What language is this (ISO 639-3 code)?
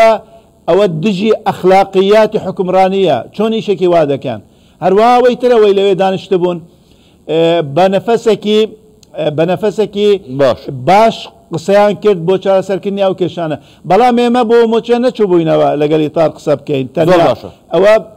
ckb